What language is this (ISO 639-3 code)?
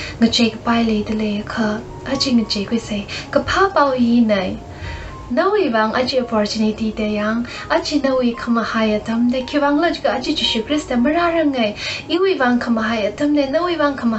nmf